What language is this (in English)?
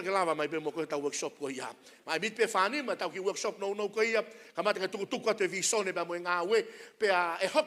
Tongan